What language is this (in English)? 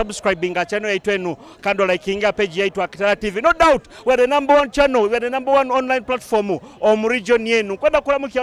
Nyoro